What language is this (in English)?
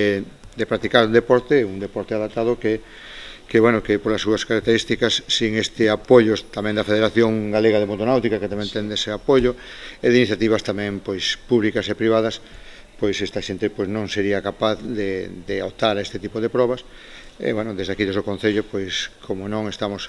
Galician